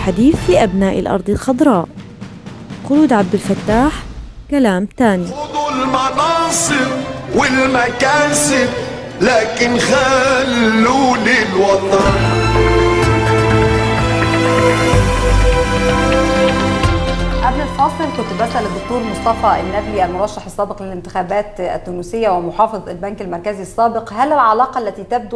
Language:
Egyptian Arabic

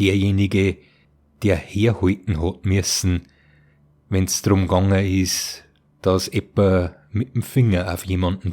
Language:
Bavarian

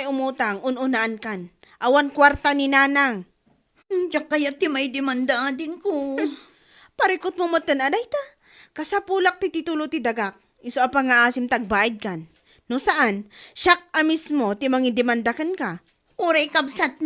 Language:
Iloko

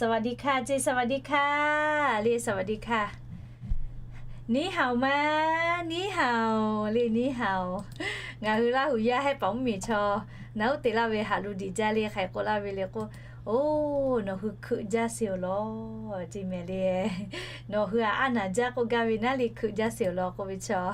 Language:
Lahu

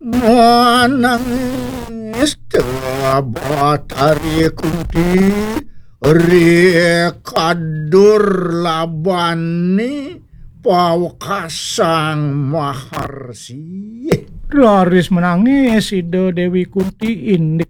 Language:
Balinese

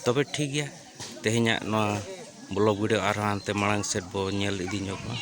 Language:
Santali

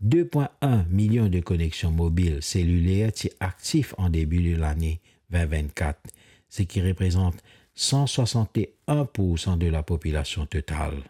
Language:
Morisyen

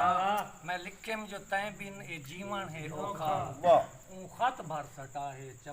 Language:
Saraiki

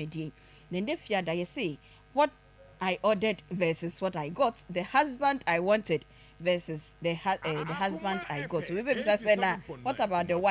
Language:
Akan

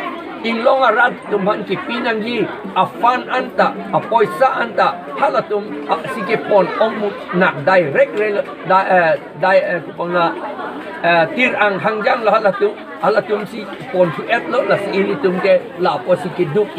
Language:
Karbi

